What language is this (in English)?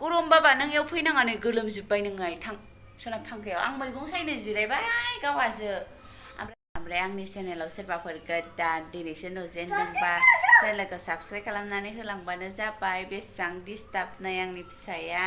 Bodo